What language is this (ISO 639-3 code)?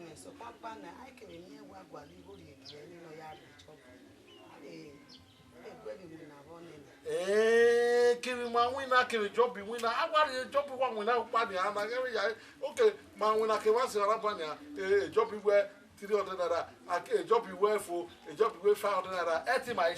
bin